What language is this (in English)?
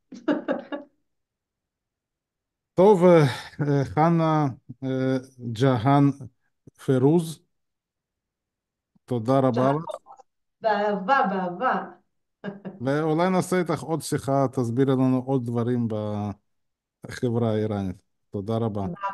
Hebrew